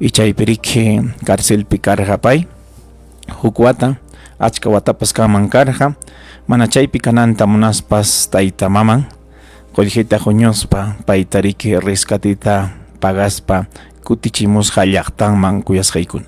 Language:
Ayacucho Quechua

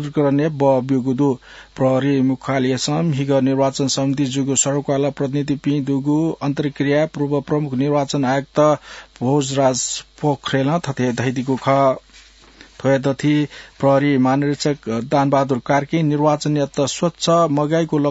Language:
Newari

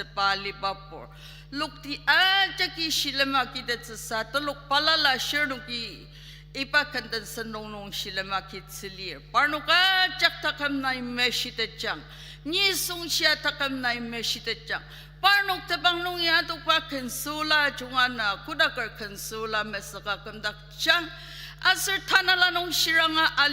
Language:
Ao Naga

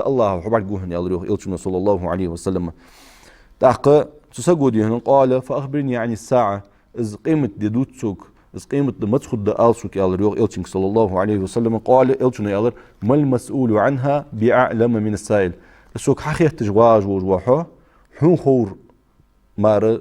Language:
Ingush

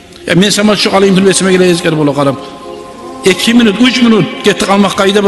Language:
Kumyk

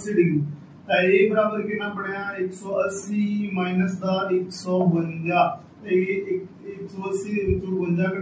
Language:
Punjabi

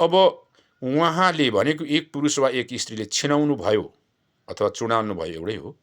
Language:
Nepali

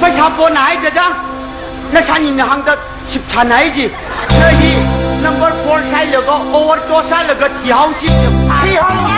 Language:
Tangkhul Naga (India)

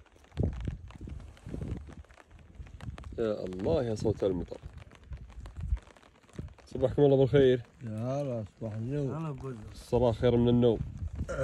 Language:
Arabic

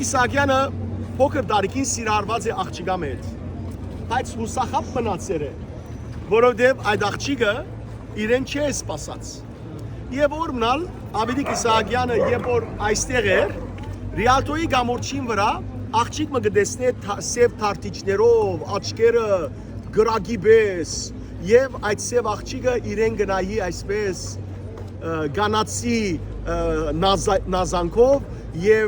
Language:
Western Armenian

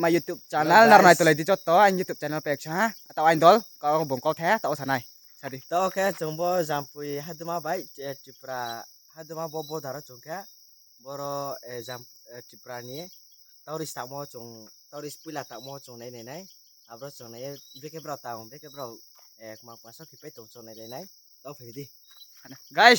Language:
Riang (India)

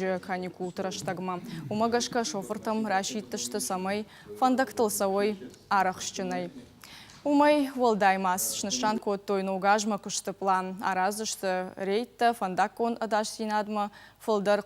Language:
Ossetic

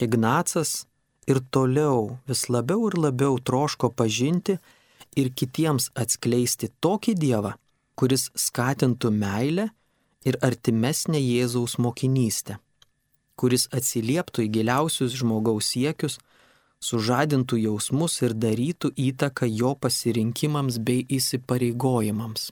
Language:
Lithuanian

